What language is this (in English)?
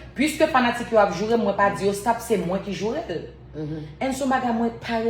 Haitian Creole